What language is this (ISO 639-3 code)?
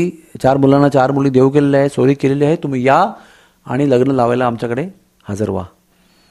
mar